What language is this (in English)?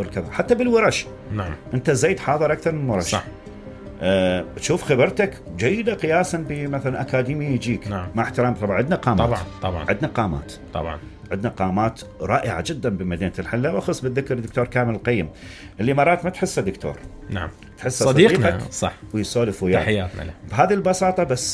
Mesopotamian Arabic